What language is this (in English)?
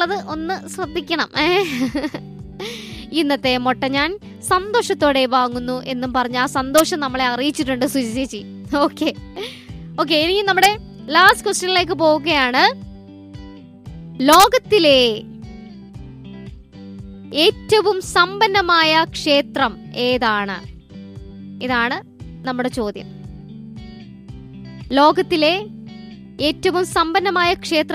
Malayalam